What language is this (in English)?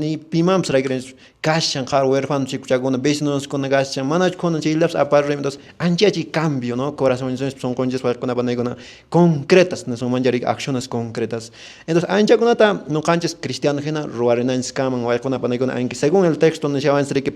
Quechua